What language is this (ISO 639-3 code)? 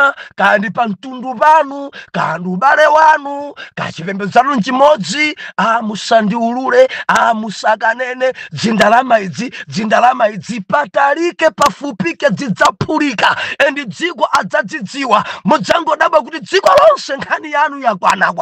nya